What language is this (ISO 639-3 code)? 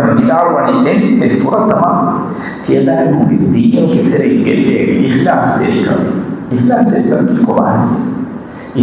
div